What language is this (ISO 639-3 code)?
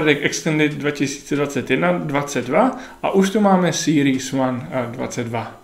ces